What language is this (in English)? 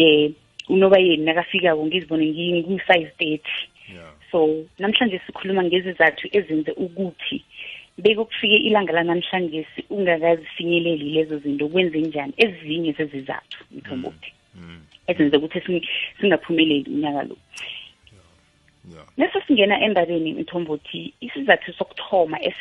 South Ndebele